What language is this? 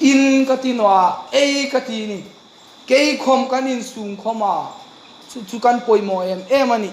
Hmar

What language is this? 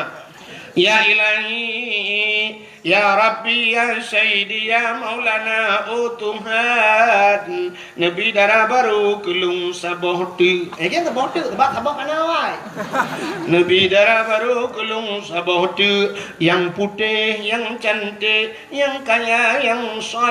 Achinese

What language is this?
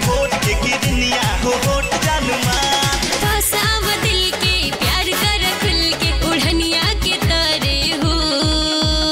Bhojpuri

